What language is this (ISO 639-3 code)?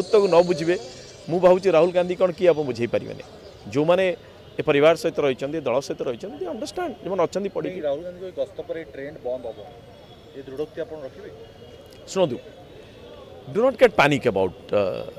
ori